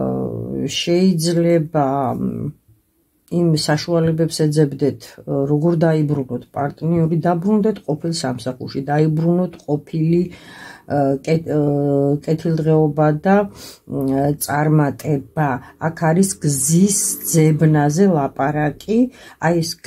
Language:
Georgian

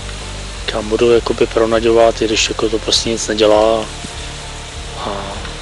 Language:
Czech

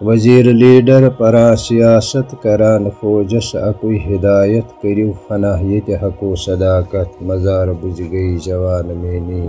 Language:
Kashmiri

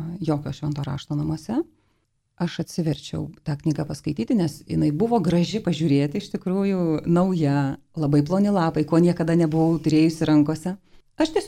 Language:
Lithuanian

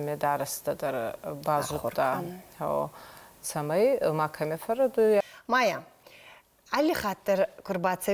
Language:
Ossetic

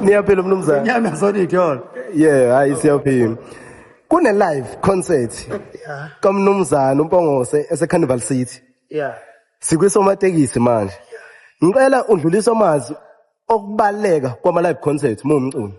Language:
Zulu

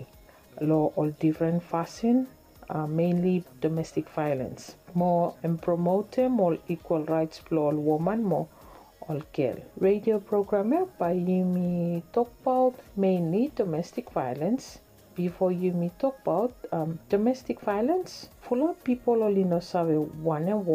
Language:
Bislama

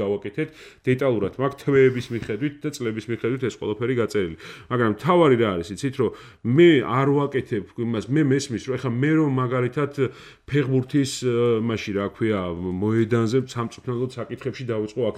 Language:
Georgian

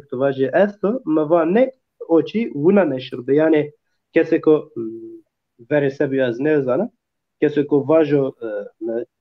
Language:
Zaza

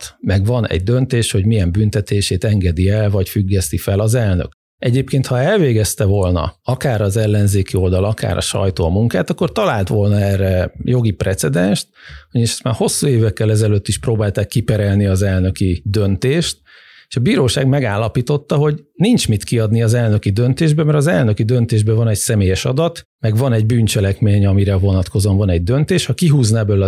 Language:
Hungarian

